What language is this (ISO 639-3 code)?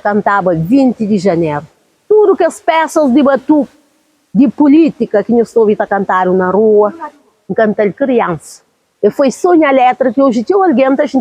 kea